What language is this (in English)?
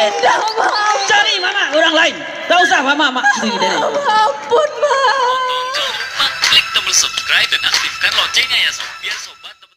Minangkabau